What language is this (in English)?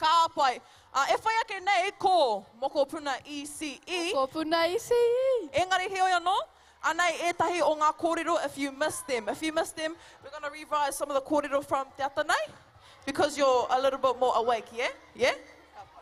Māori